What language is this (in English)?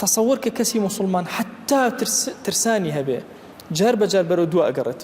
Central Kurdish